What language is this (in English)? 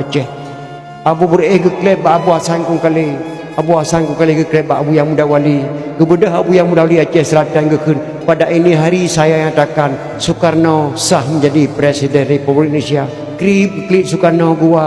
Achinese